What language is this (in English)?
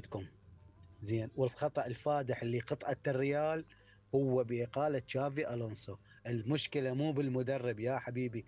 Mesopotamian Arabic